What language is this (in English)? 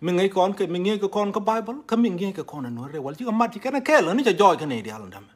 Nuer